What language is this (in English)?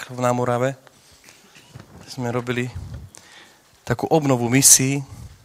Slovak